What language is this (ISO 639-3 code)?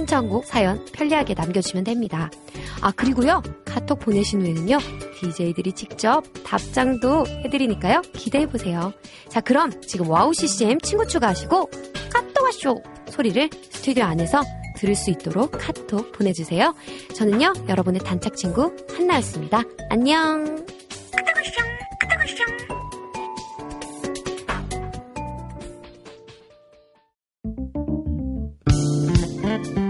kor